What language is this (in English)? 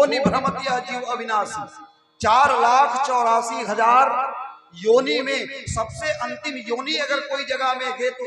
Chhattisgarhi